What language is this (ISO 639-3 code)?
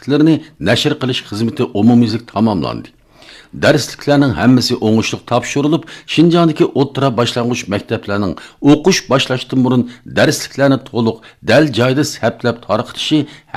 uig